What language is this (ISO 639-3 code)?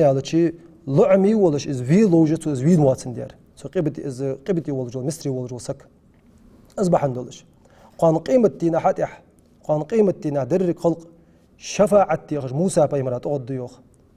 inh